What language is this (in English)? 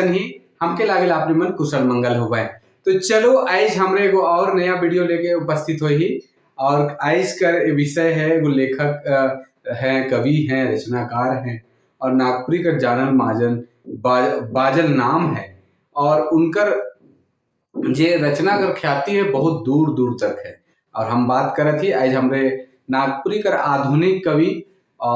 Sadri